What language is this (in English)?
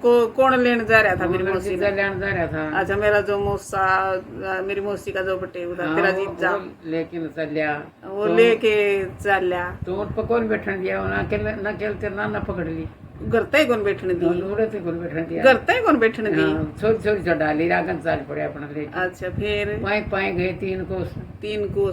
Haryanvi